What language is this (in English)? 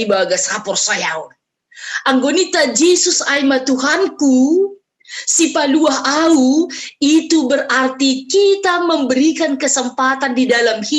Batak Simalungun